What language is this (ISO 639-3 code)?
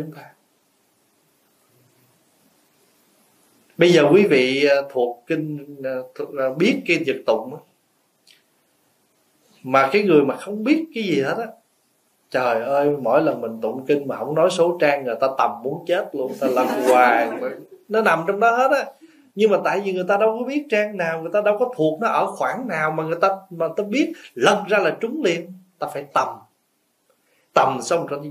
vie